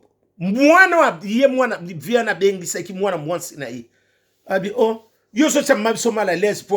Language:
Lingala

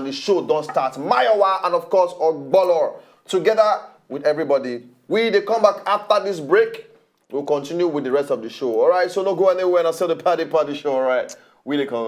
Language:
Nigerian Pidgin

